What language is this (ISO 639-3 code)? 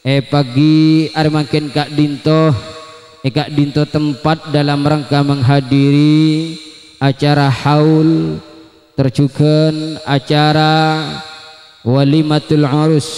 mad